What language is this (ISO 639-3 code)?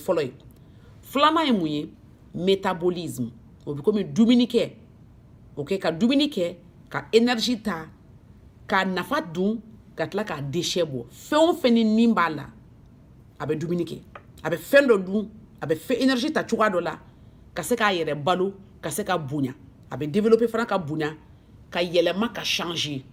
bam